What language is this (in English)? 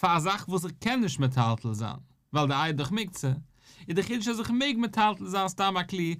Yiddish